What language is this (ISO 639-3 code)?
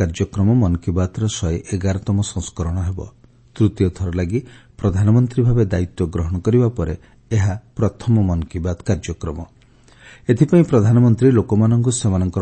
ori